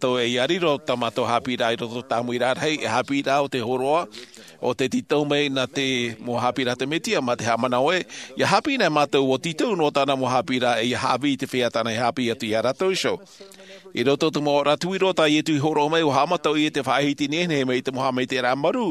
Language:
Tahitian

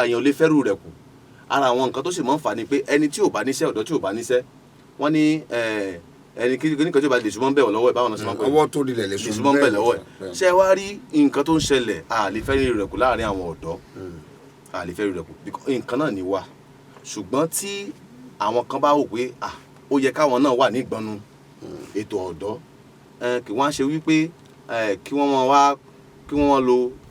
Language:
Yoruba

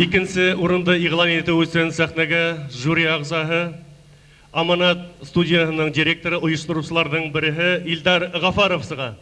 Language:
Bashkir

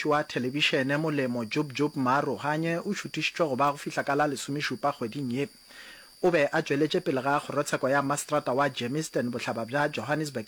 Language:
Northern Sotho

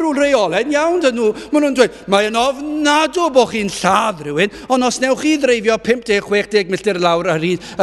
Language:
Welsh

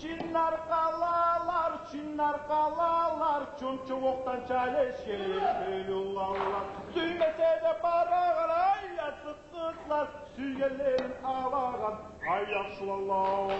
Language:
Kumyk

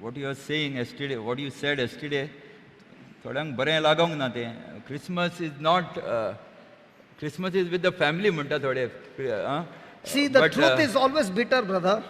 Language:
Konkani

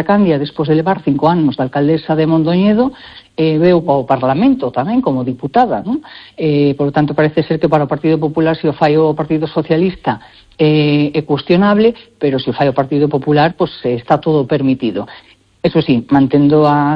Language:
Galician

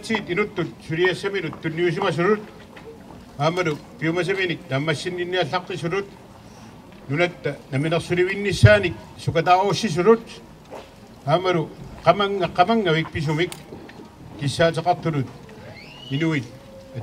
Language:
Kalaallisut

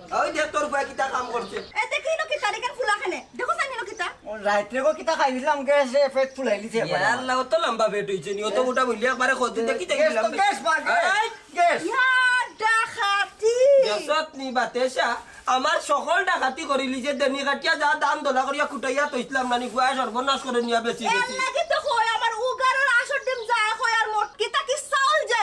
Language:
Sylheti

